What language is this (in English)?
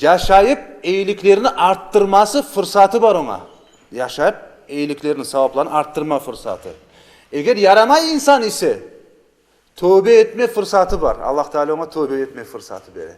Crimean Tatar